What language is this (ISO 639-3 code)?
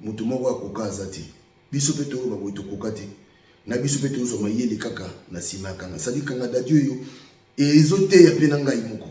lin